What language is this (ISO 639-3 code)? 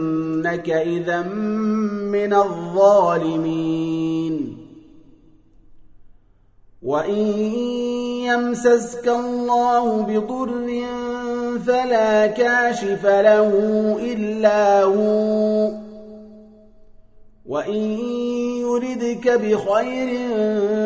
ara